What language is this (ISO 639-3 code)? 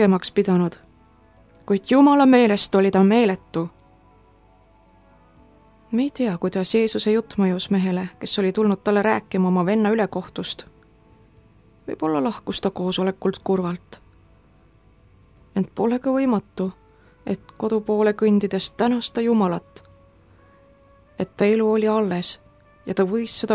est